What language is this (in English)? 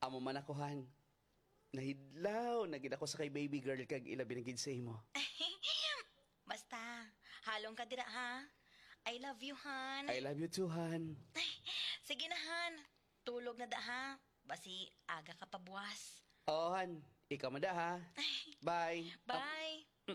Hiligaynon